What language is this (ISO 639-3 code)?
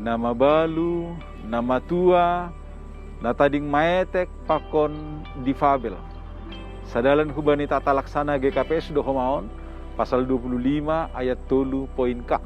bts